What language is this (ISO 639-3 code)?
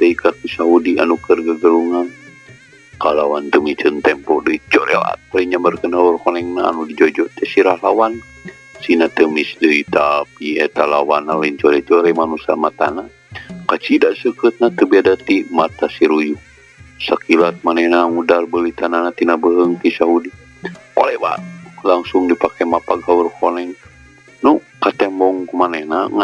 sun